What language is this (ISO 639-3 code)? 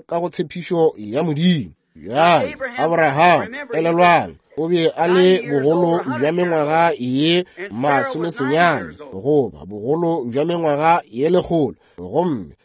nso